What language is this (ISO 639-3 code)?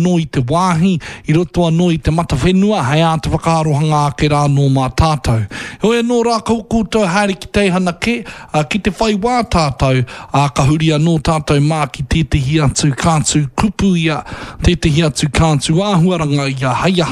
mri